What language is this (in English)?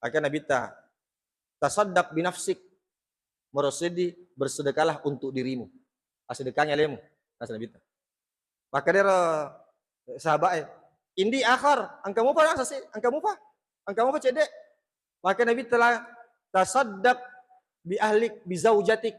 Buginese